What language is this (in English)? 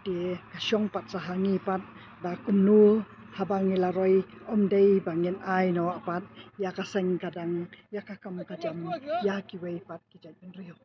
Khasi